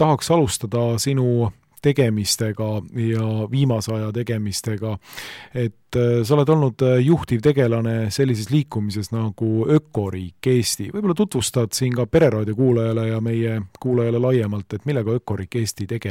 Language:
Estonian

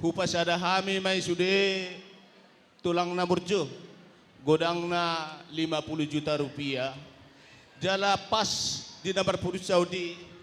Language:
Batak Toba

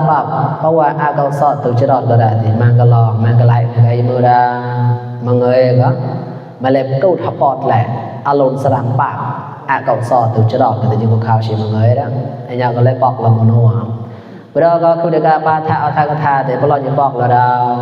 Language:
Mon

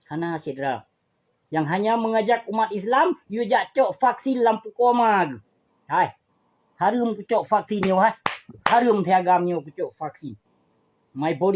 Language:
Achinese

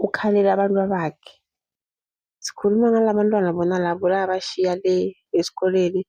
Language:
Zulu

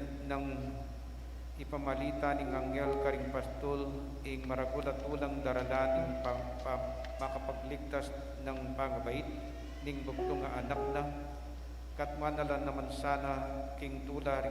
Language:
Pampanga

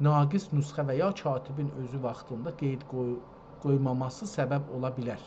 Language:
South Azerbaijani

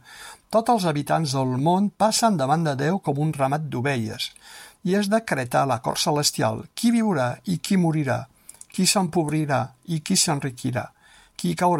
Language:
Catalan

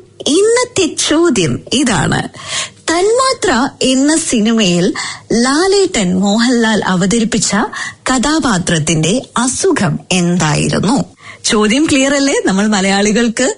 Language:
Malayalam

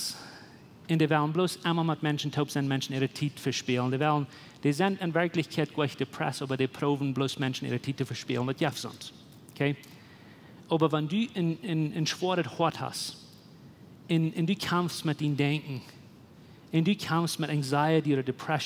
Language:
Plautdietsch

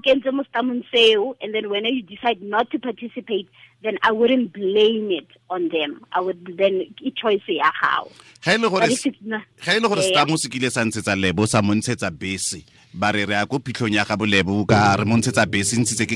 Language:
Tswana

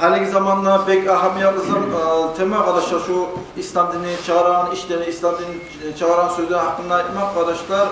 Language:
Kumyk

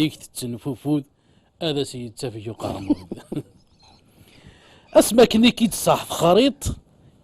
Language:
Kabyle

